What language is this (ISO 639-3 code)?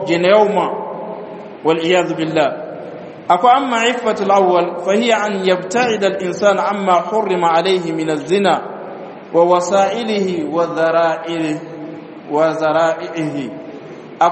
dyu